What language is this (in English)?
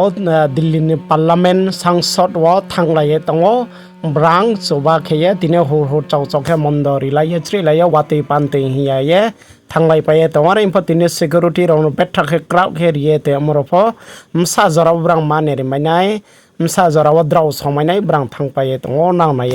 Riang (India)